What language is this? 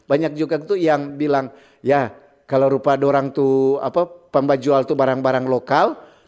Manado Malay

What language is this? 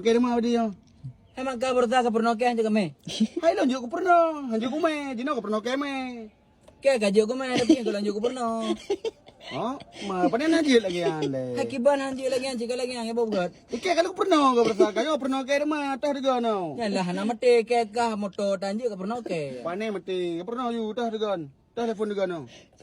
Achinese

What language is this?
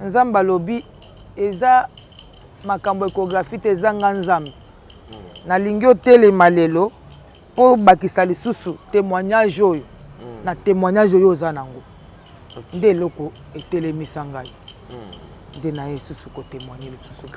Lingala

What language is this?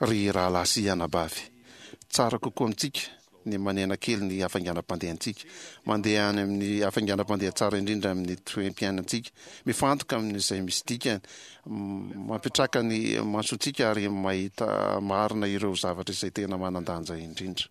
Malagasy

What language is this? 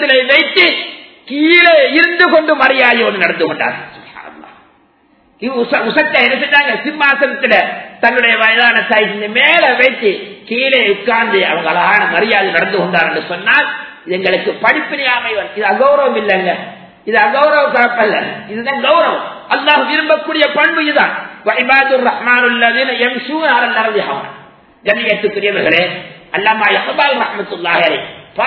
Tamil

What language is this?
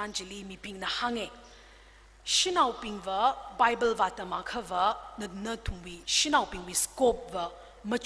Tangkhul Naga (India)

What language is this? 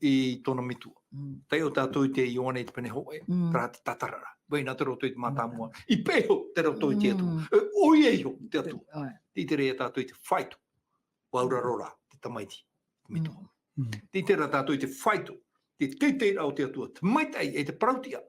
Tahitian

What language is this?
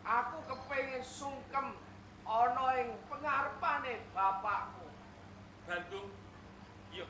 Javanese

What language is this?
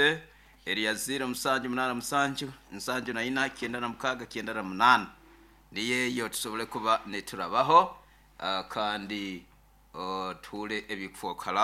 Nyoro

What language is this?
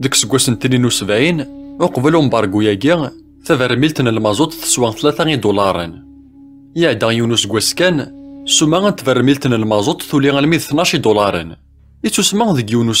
Kabyle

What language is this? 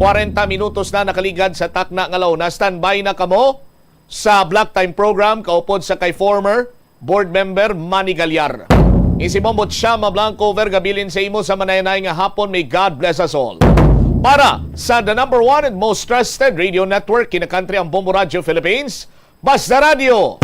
Hiligaynon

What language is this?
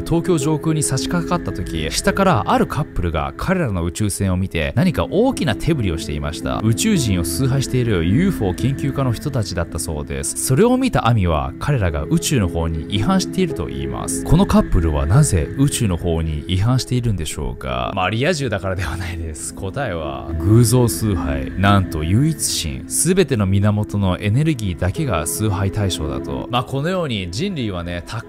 Japanese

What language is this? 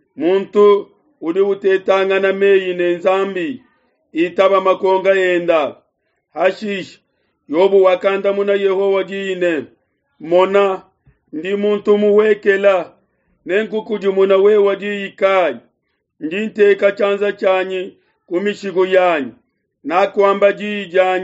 Luba-Lulua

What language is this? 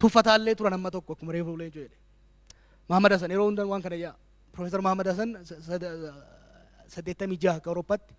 Oromo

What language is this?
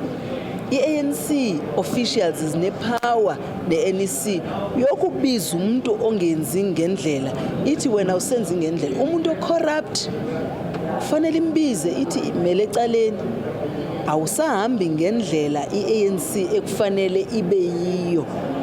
Zulu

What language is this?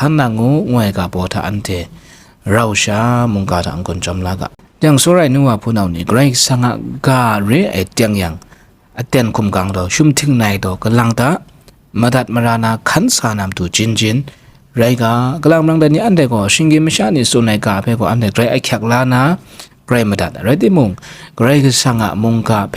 Kachin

